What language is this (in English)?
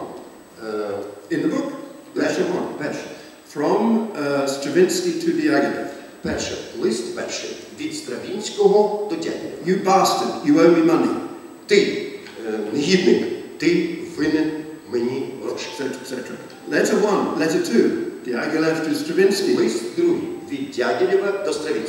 Ukrainian